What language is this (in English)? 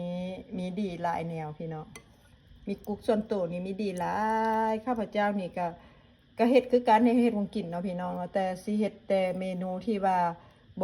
Lao